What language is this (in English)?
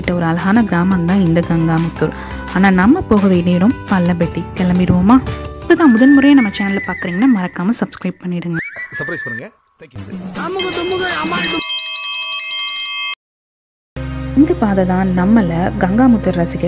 Tamil